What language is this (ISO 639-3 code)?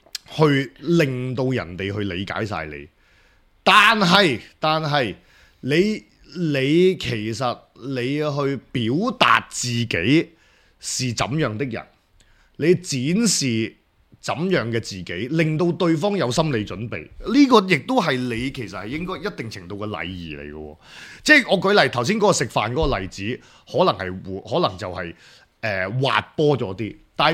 yue